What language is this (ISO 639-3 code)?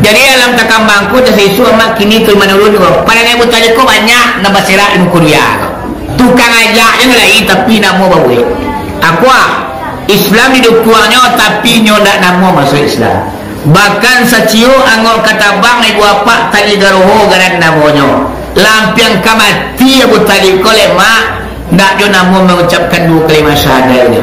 min